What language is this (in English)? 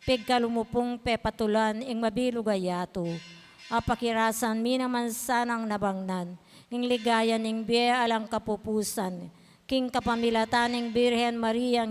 Pampanga